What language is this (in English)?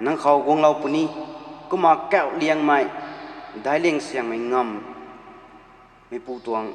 Rongmei Naga